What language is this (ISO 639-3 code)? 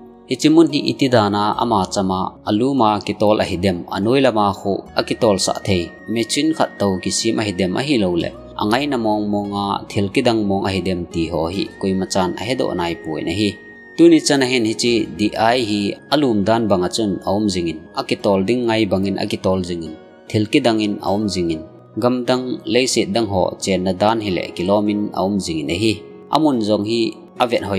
tcz